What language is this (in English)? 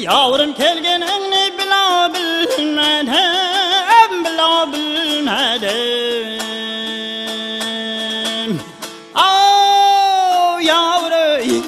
Kara-Kalpak